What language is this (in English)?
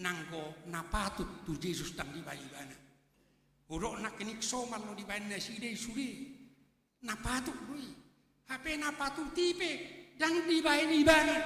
Batak Toba